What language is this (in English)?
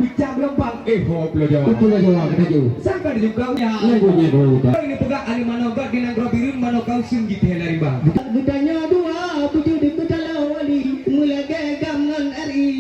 Achinese